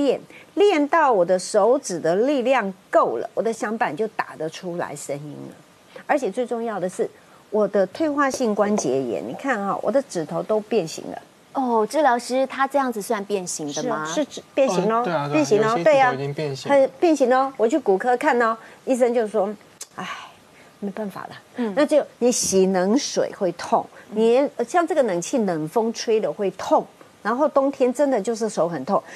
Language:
Chinese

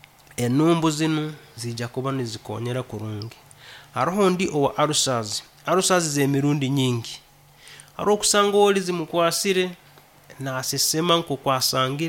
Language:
Nyankole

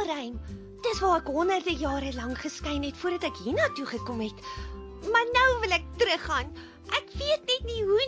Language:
Afrikaans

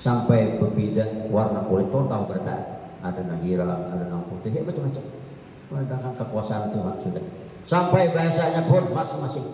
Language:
Banjar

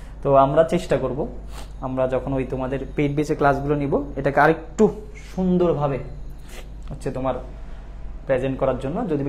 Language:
Bangla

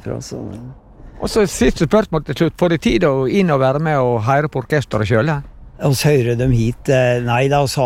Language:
Norwegian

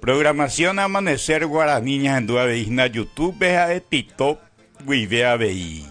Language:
Guarani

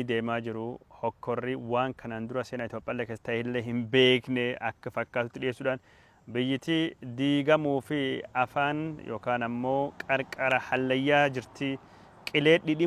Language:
Oromo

